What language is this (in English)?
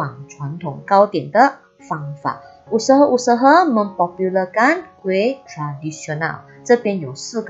Malay